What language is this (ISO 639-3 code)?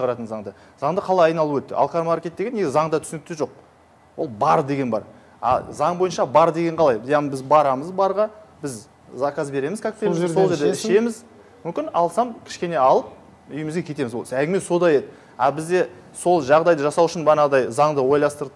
kaz